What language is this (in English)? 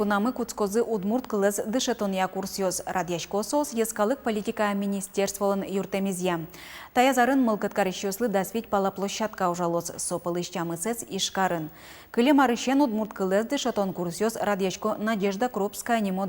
Udmurt